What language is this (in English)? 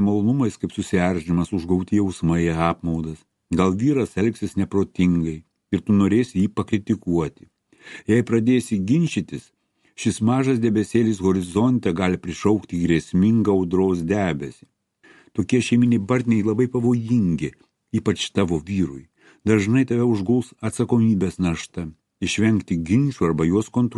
Lithuanian